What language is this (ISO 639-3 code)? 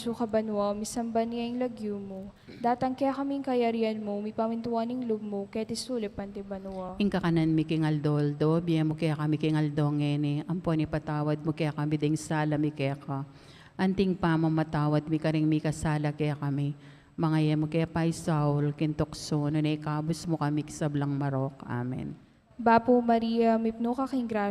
pam